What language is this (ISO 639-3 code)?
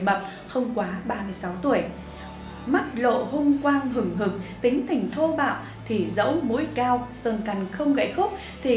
vie